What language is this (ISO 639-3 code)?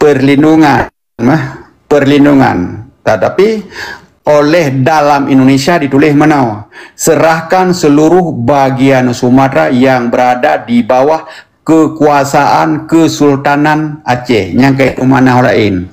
ace